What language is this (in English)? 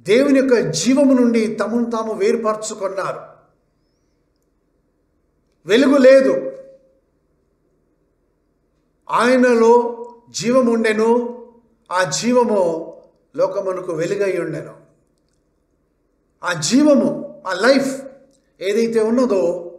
Telugu